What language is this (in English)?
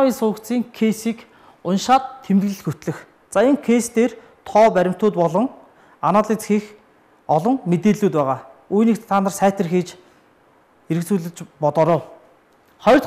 Mongolian